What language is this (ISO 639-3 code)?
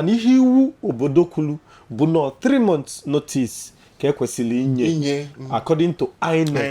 ibo